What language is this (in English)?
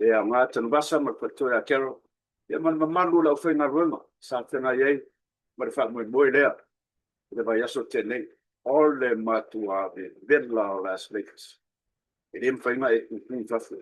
Samoan